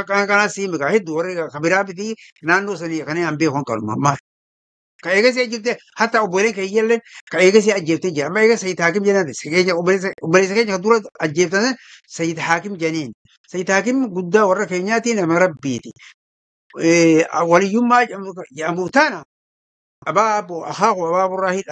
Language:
Oromo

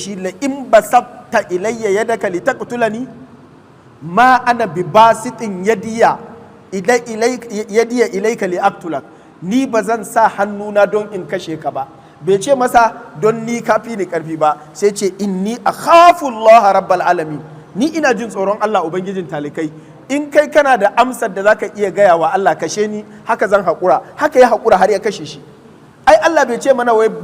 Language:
Hausa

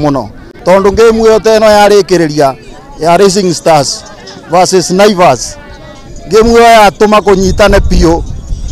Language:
Kikuyu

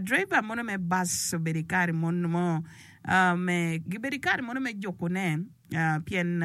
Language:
Acoli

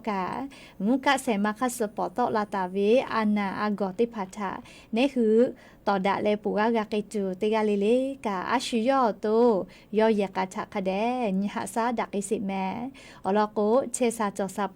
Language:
Lahu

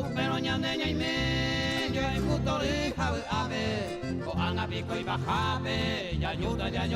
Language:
Guarani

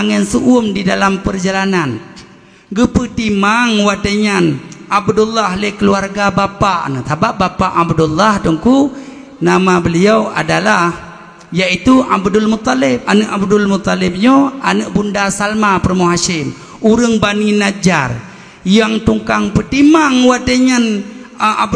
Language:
Achinese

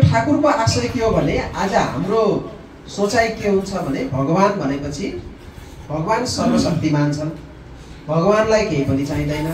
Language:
Nepali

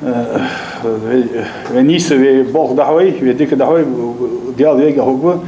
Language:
Ingush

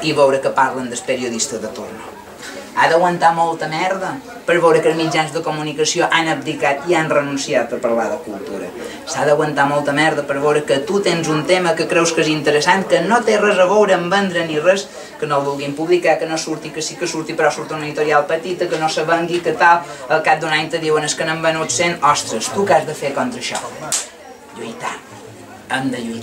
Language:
Catalan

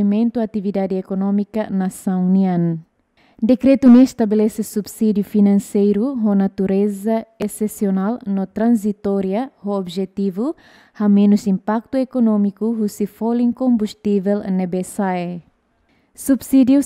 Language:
Tetum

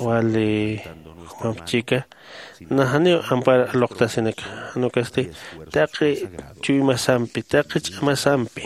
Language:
Aymara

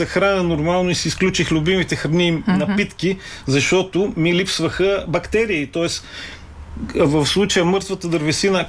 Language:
Bulgarian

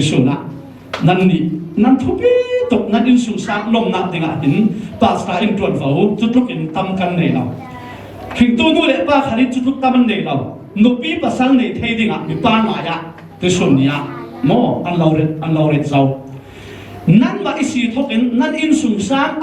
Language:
Falam Chin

